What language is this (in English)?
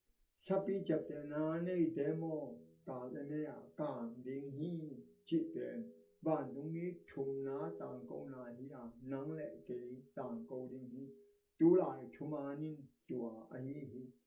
Tedim Chin